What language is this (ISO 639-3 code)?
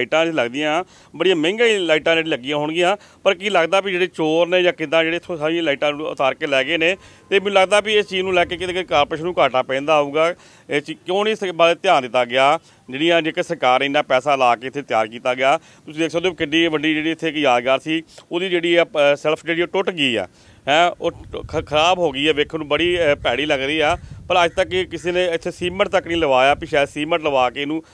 pan